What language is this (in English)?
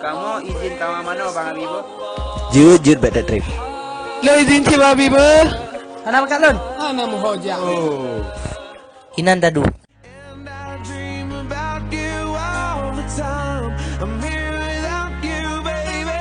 Achinese